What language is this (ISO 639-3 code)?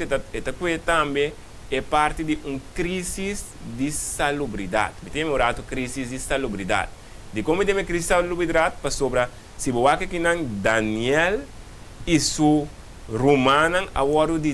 pap